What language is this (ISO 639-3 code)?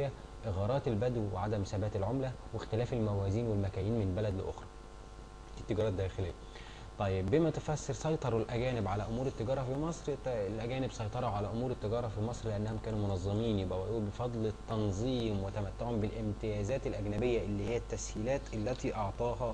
arz